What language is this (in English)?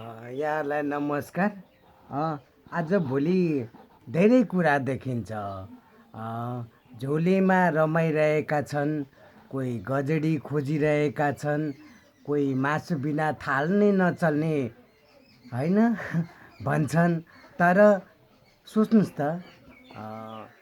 Nepali